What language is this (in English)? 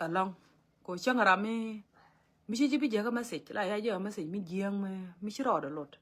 Nuer